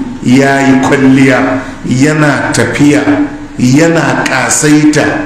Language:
Hausa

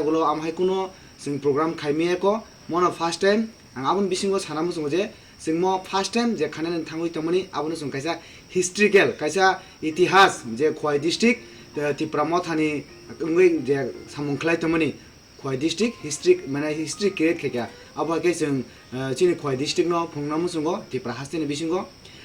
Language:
Kok Borok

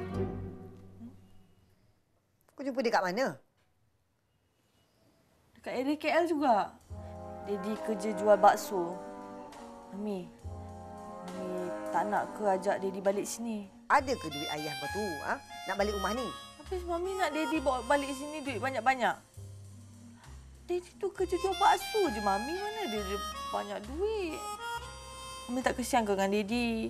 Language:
Malay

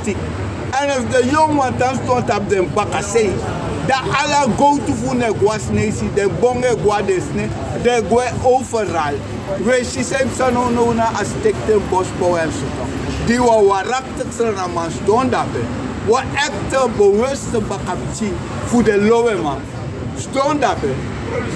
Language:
Sranan Tongo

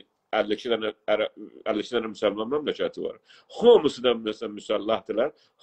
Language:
South Azerbaijani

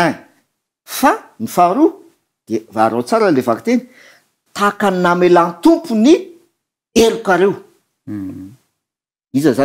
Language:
Malagasy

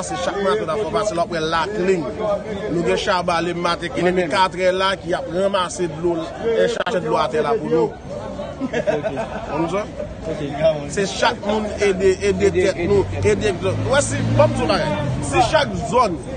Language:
Haitian Creole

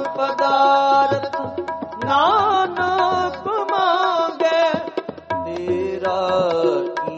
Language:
Punjabi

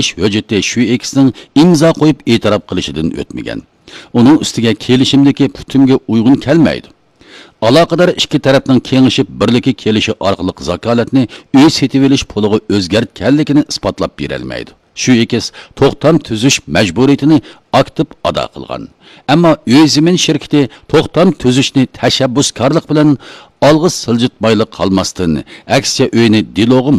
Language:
Uyghur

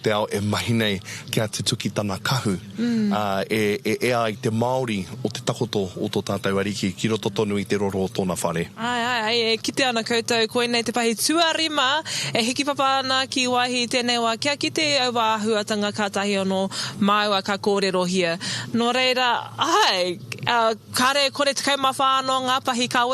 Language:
Māori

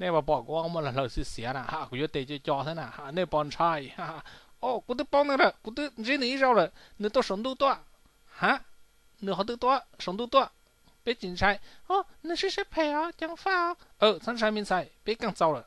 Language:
Hmong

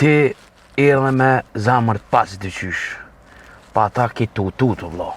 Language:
Albanian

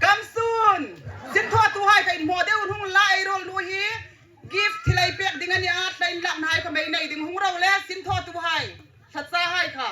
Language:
Hmar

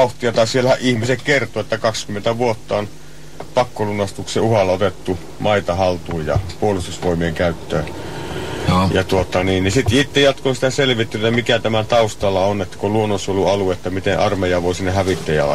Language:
Finnish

